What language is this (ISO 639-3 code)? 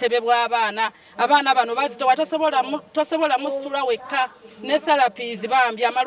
lug